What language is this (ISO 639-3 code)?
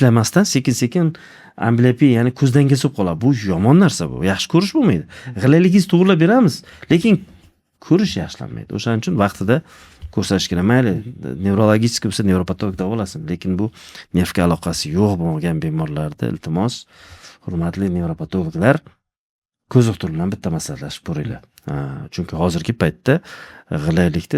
uzb